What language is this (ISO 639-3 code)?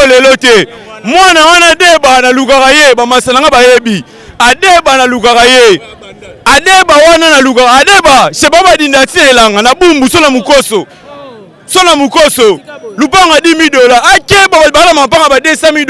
lin